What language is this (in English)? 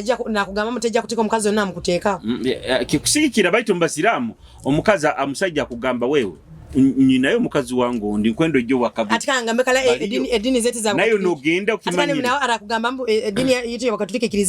Nyoro